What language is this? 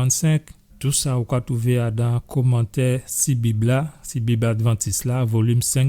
Guadeloupean Creole French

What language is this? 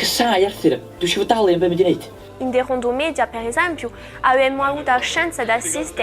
Corsican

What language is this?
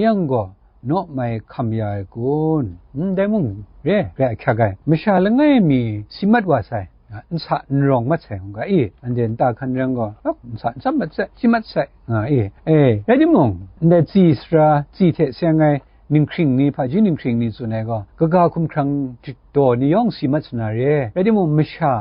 Kachin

